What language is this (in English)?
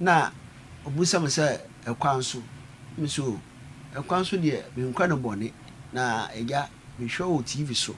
Akan